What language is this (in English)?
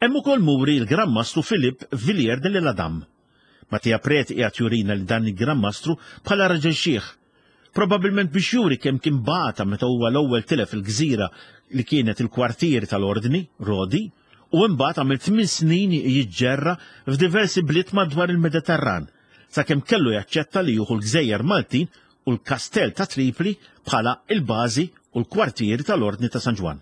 Maltese